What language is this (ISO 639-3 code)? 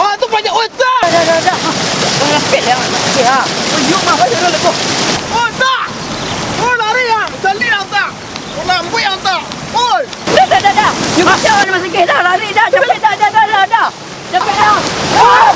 min